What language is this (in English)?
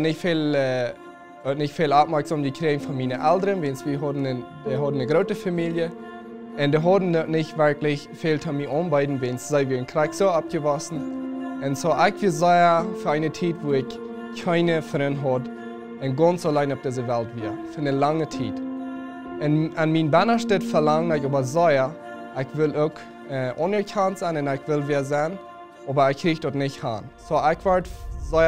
Plautdietsch